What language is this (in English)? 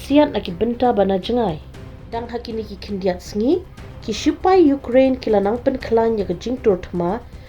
Khasi